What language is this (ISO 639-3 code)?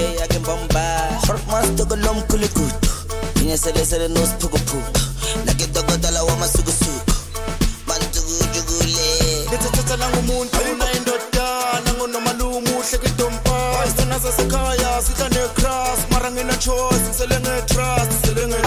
zul